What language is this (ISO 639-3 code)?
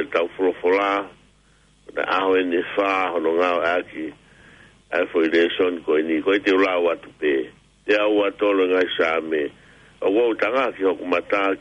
ton